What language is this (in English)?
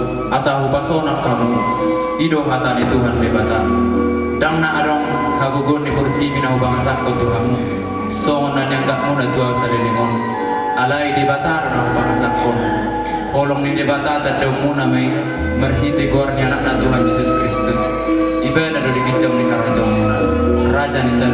Batak Toba